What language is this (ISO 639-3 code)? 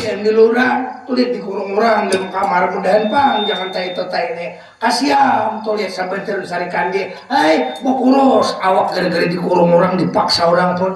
bjn